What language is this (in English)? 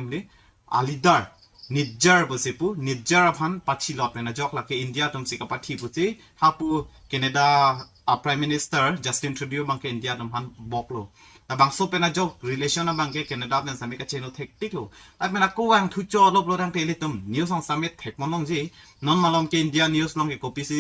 Karbi